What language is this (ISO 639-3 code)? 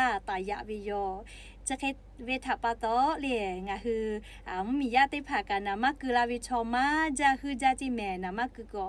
lhu